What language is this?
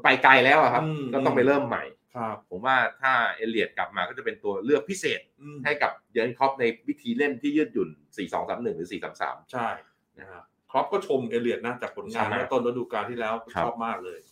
Thai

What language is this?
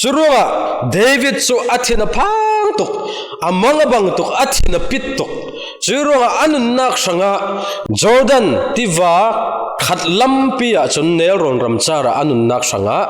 Falam Chin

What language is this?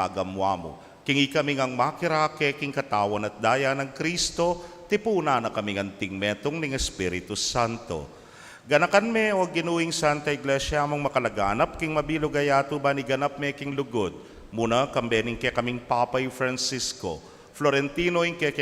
Pampanga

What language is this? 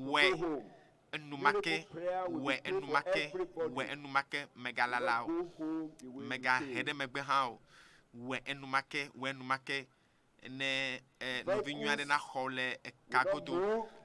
Ewe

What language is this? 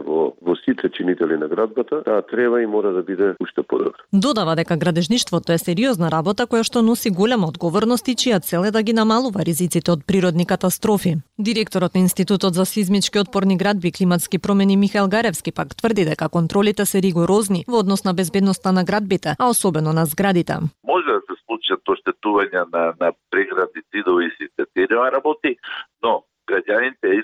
Macedonian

